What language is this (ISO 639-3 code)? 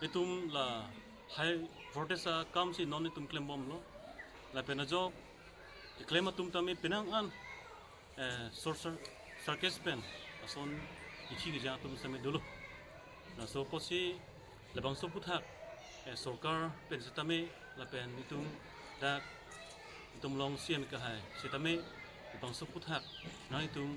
mjw